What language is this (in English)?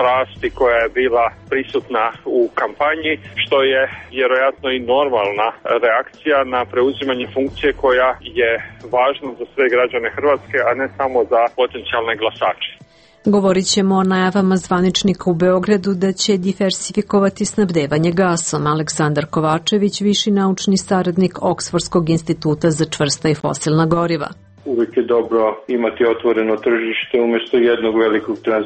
Serbian